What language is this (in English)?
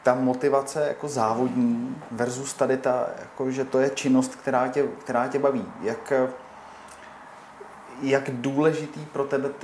Czech